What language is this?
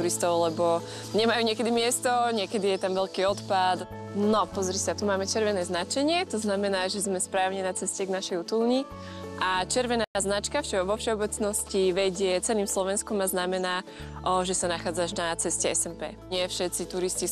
Slovak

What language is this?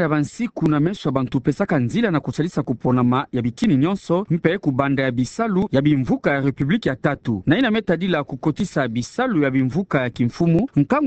Kituba (Democratic Republic of Congo)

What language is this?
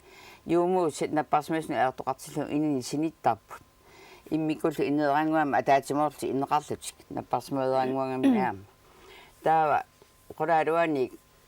Kalaallisut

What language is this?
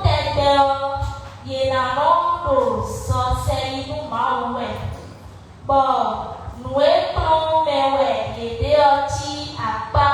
Fon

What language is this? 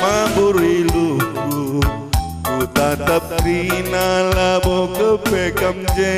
Batak Karo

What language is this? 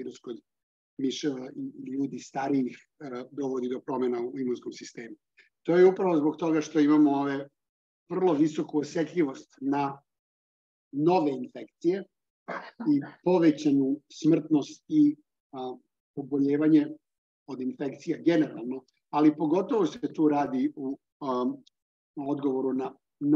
Serbian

